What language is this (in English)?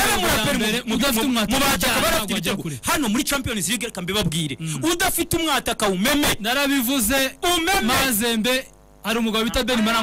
Kinyarwanda